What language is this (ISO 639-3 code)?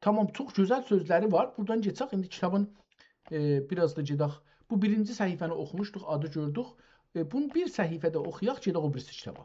azb